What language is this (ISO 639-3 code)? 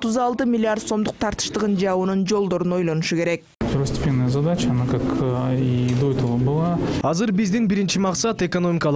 kir